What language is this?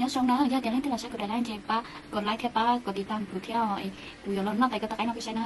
Hmong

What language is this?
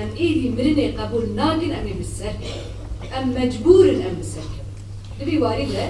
Kurdish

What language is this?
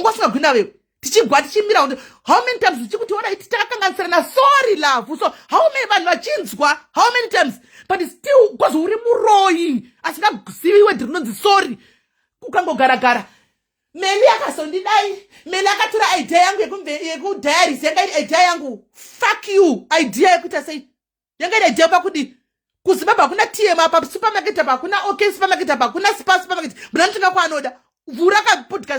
Shona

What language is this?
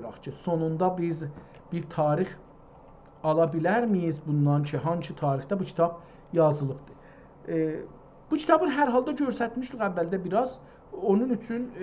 South Azerbaijani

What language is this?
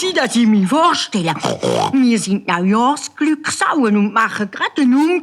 Swiss German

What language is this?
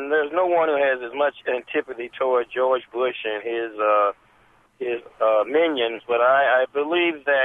English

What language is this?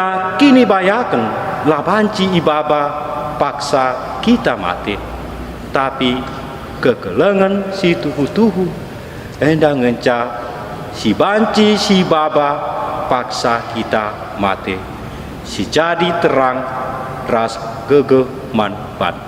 Batak Karo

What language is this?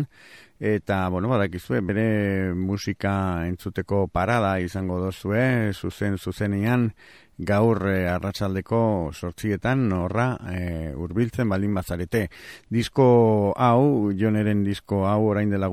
Basque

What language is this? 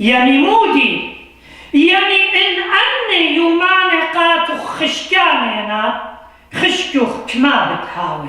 Assyrian Neo-Aramaic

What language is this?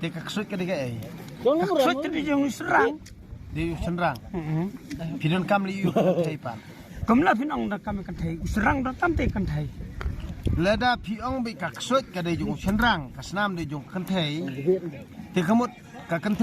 Khasi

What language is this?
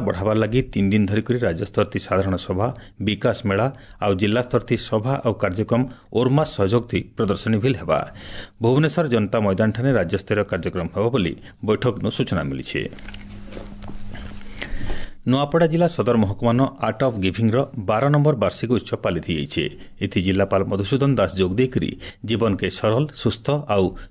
Odia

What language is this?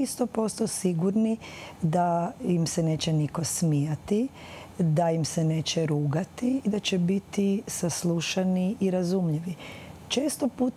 Croatian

